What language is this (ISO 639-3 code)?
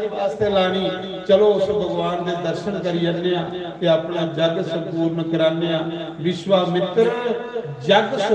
doi